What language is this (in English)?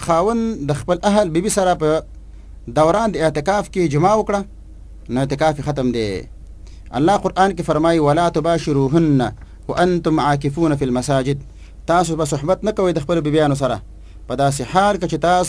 Pashto